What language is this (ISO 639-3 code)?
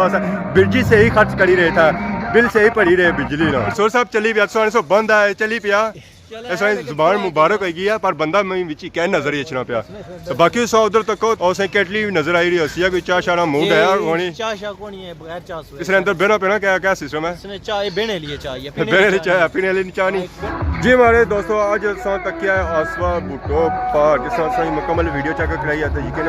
phr